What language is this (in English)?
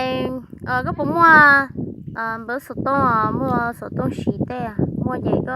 Hmong